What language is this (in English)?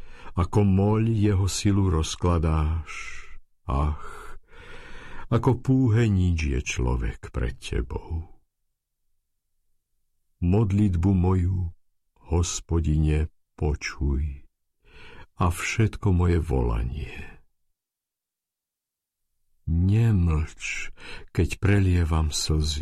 Slovak